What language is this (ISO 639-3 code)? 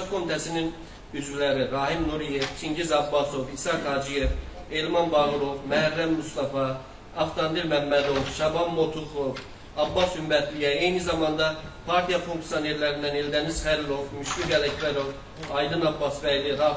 aze